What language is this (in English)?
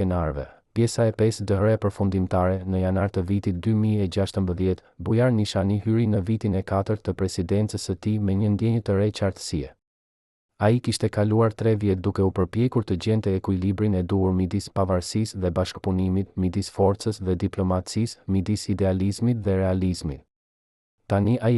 Albanian